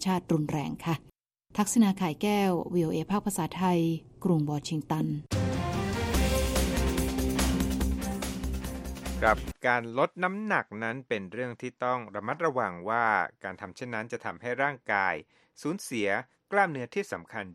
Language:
Thai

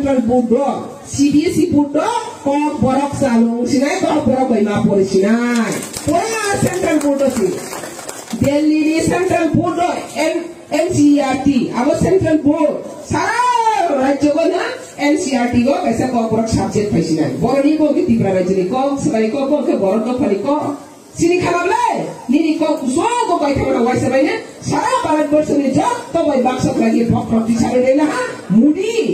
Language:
Riang (India)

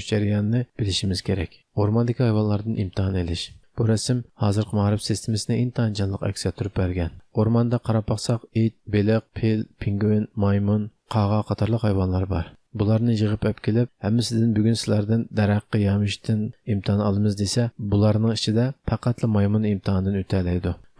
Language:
Uyghur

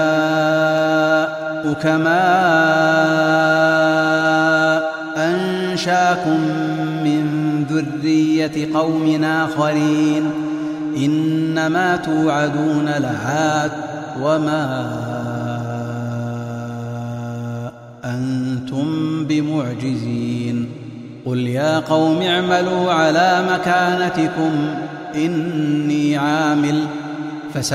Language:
Arabic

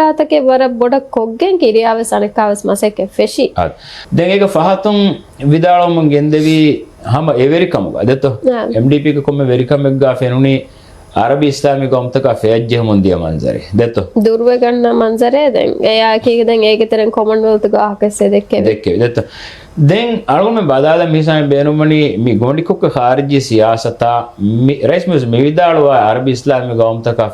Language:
Divehi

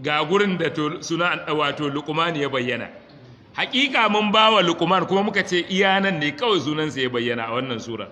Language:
Hausa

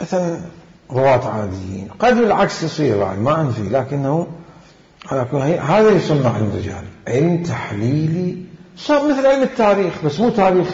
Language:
Mesopotamian Arabic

